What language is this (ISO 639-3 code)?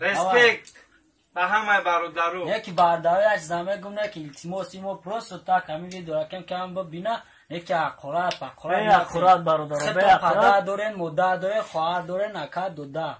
tgk